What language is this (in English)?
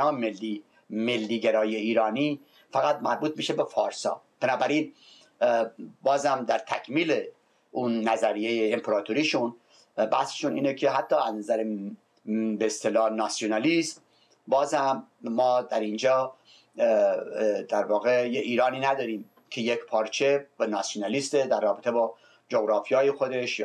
Persian